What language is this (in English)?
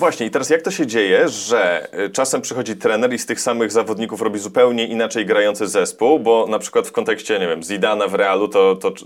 Polish